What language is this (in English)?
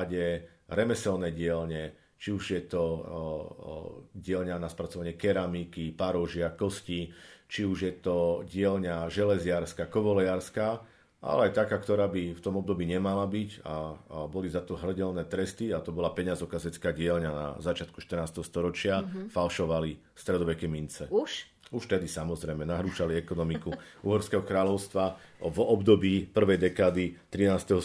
Slovak